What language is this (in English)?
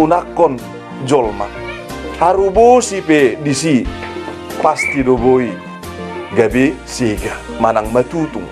Batak Toba